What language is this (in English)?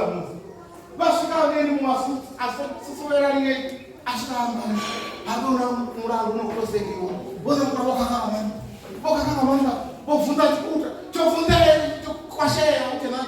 Venda